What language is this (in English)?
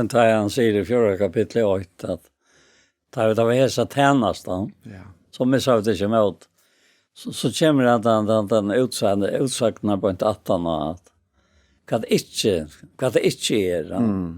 Faroese